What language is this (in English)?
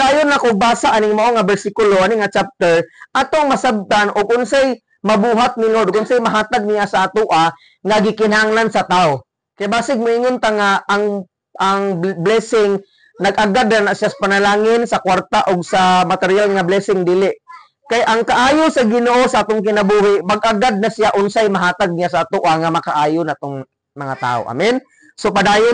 Cebuano